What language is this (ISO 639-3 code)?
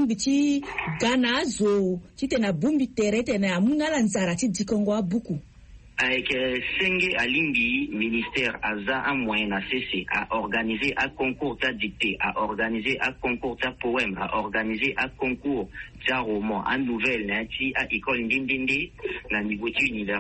sag